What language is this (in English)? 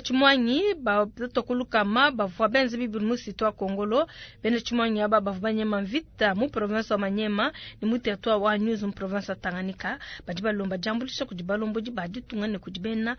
Luba-Lulua